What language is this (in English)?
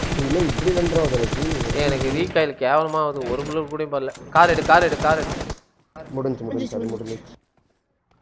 Tamil